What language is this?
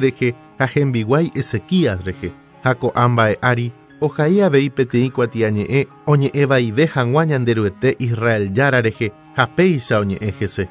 Guarani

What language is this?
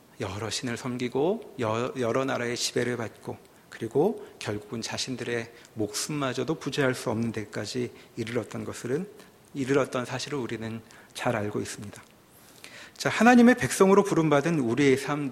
Korean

